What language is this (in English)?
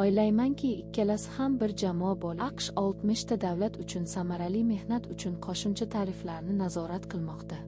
Uzbek